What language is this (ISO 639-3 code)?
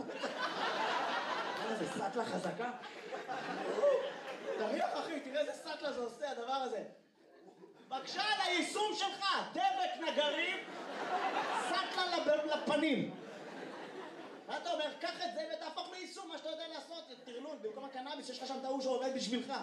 heb